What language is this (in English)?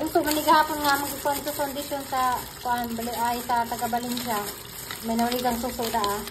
Cebuano